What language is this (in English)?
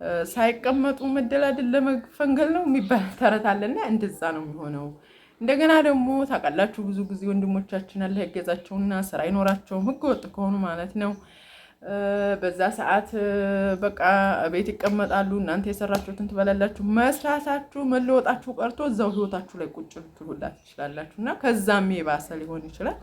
Amharic